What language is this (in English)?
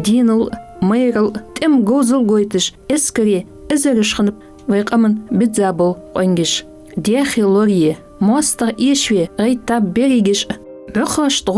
Ingush